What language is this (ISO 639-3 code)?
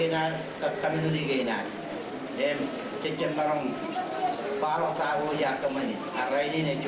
mah